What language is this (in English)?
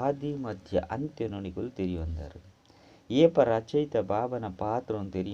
Tulu